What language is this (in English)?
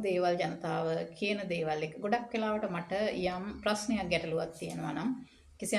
Sinhala